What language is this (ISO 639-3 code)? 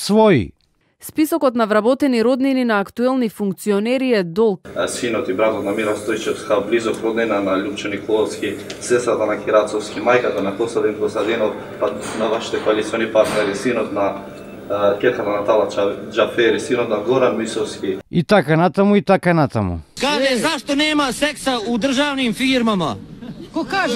mkd